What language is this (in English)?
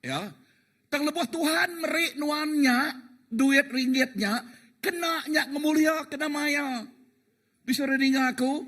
Iban